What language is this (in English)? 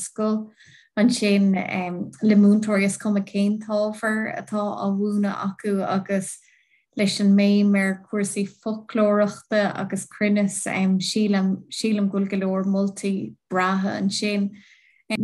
Irish